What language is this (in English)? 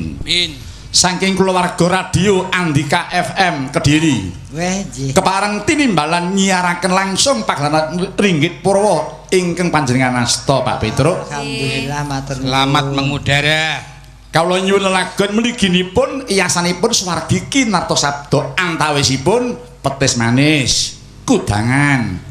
Javanese